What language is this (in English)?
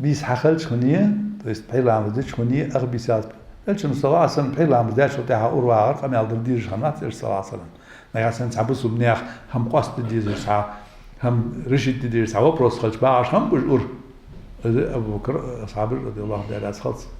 Ingush